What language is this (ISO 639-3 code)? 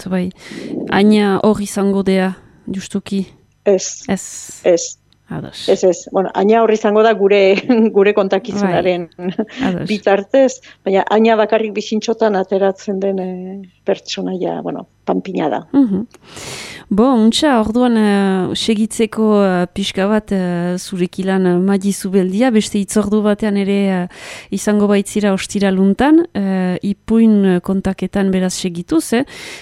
eus